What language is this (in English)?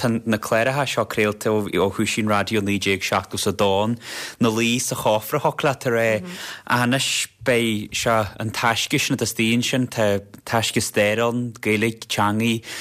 Irish